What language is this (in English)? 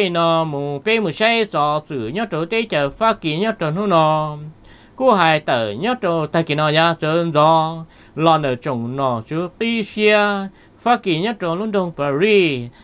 Vietnamese